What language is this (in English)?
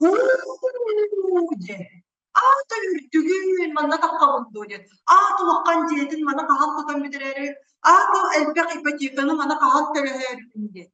Yakut